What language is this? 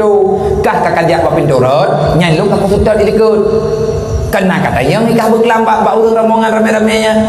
Achinese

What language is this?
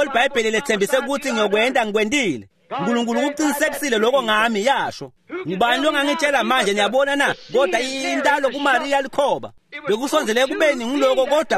Swati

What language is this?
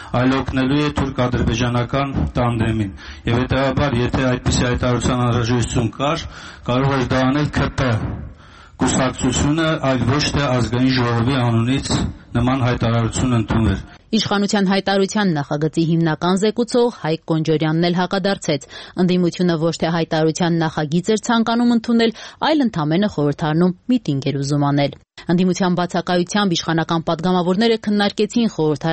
Armenian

